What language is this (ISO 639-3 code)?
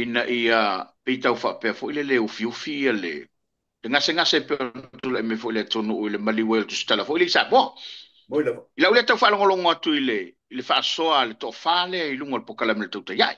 smo